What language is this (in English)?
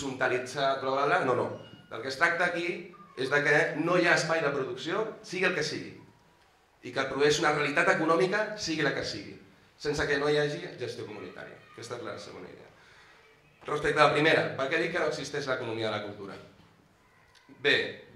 Catalan